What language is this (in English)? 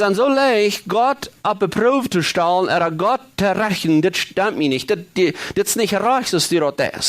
Plautdietsch